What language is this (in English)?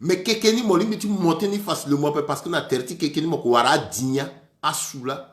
Sango